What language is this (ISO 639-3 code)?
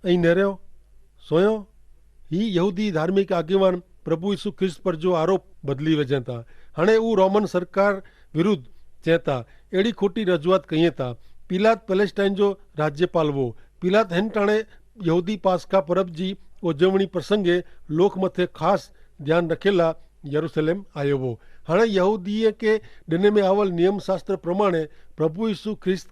kfr